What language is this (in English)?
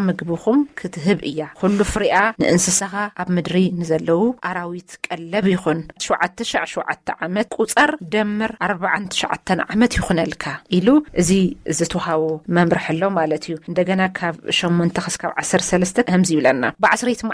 Tigrinya